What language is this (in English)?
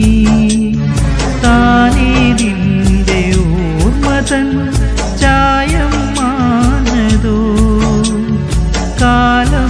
Malayalam